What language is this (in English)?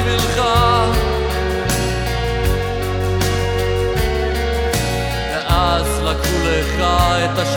Hebrew